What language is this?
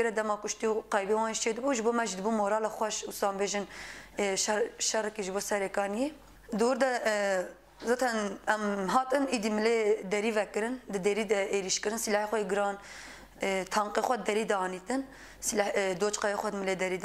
Kurdish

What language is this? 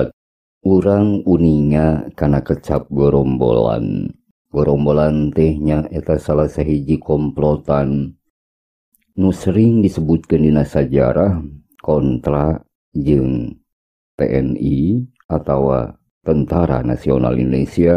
Sundanese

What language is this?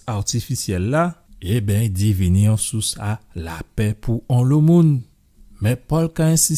Guadeloupean Creole French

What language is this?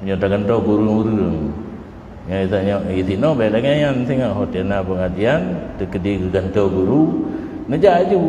Achinese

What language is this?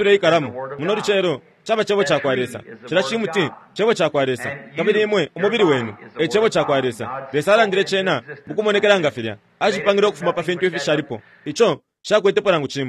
Bemba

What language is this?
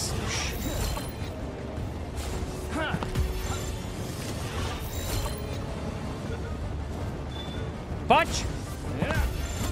Czech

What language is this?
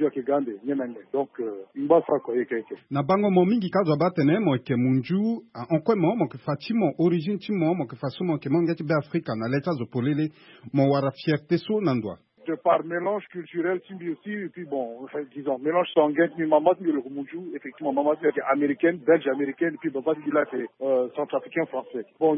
Sango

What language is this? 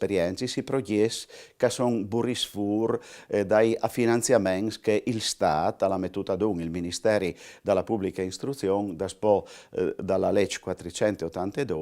Friulian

